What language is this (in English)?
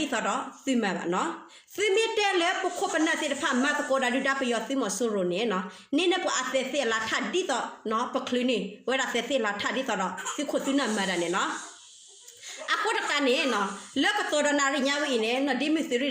S'gaw Karen